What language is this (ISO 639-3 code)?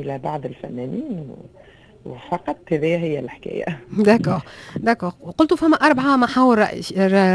aeb